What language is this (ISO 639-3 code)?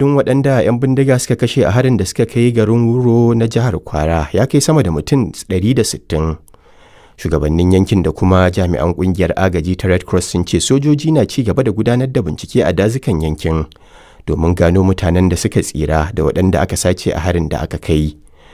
hau